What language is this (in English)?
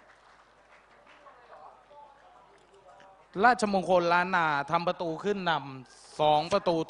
Thai